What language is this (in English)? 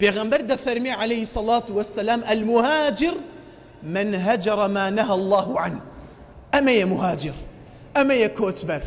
Central Kurdish